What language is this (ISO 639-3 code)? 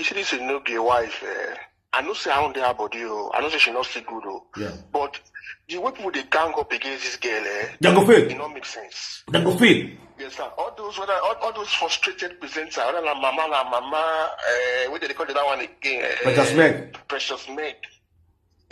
pcm